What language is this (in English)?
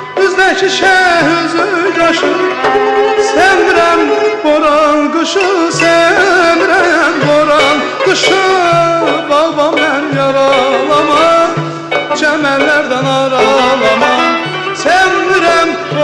South Azerbaijani